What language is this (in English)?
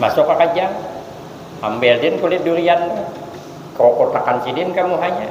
Banjar